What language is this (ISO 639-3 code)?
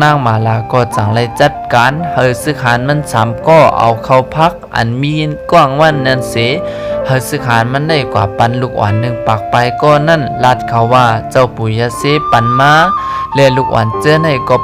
shn